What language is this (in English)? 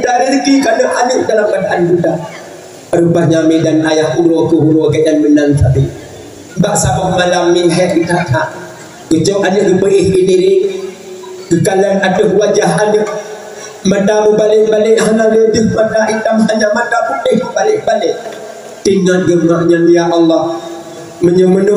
Achinese